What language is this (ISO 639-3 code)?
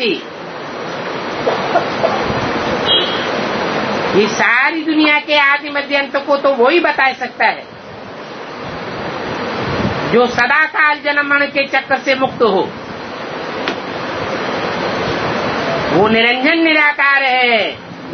hin